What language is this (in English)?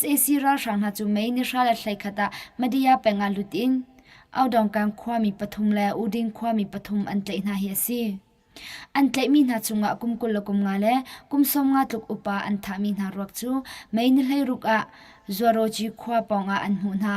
Hakha Chin